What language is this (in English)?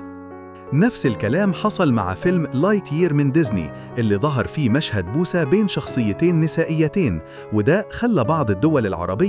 Egyptian Arabic